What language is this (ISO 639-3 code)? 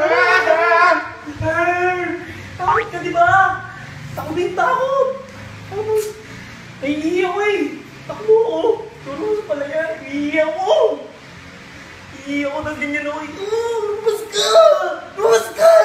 fil